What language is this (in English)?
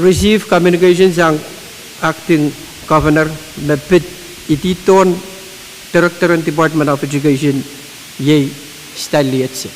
Pohnpeian